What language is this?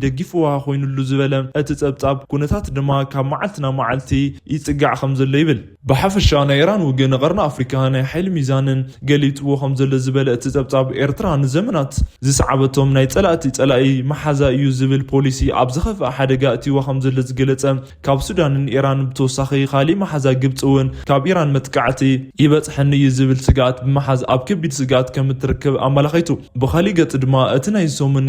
Tigrinya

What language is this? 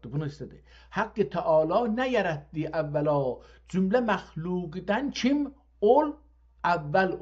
South Azerbaijani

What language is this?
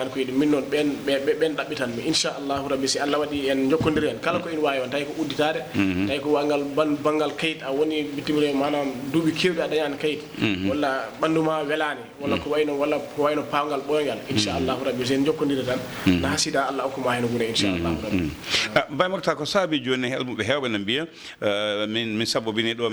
Fula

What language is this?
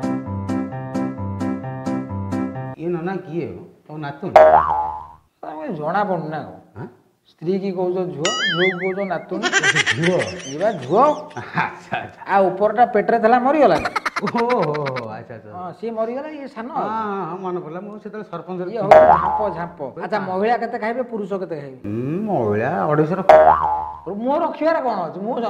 Odia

